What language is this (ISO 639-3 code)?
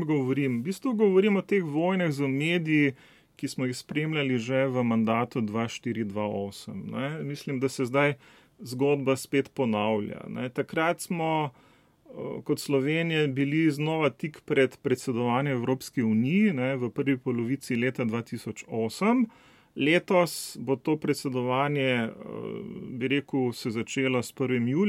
slv